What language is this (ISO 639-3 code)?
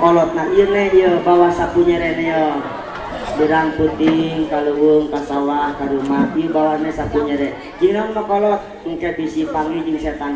sun